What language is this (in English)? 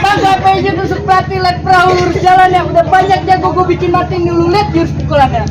Betawi